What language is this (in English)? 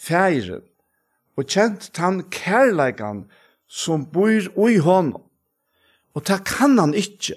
Faroese